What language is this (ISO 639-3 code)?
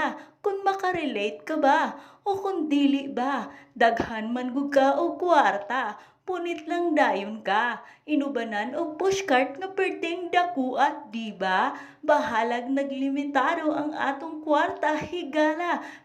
ceb